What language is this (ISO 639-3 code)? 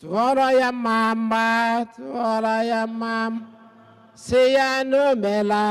ibo